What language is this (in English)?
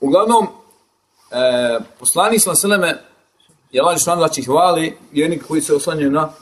Bosnian